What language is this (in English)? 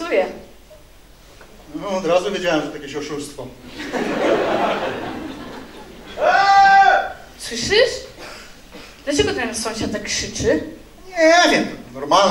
Polish